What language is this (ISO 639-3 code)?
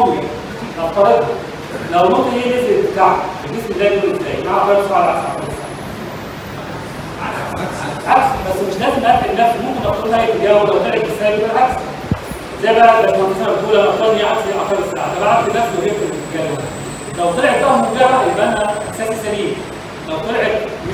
arz